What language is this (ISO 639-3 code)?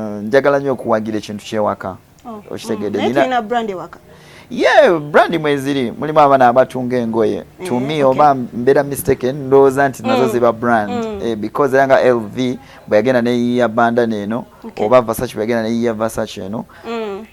lug